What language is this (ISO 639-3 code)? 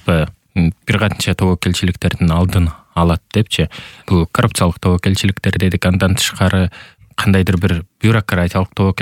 kir